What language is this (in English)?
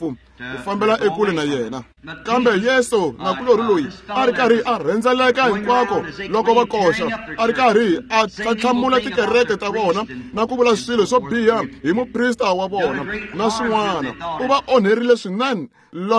Tsonga